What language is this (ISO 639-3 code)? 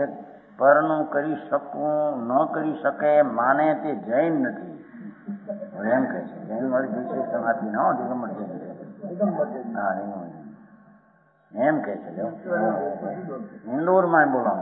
guj